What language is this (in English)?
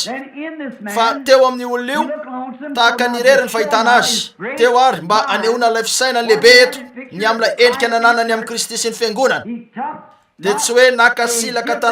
Malagasy